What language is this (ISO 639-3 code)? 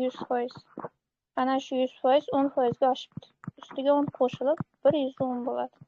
uzb